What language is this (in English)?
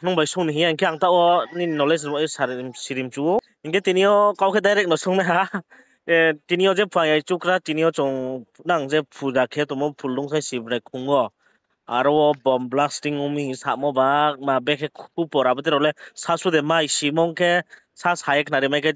Riang (India)